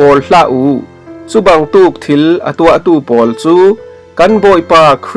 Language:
Falam Chin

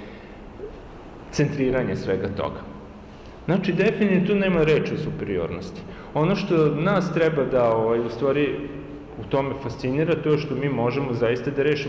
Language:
Serbian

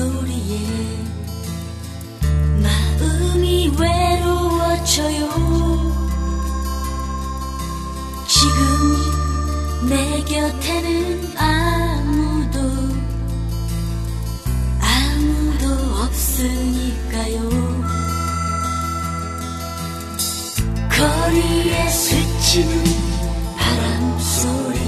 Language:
Korean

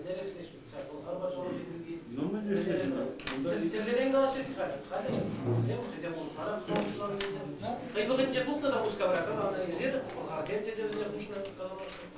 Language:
Chuvash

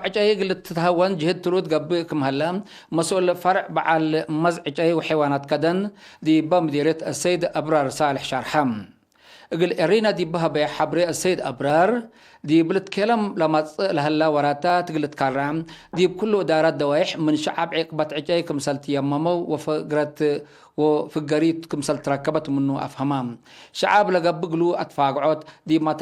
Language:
Tigre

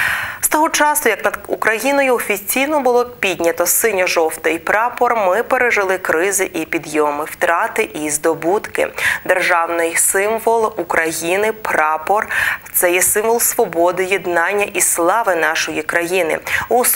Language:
Ukrainian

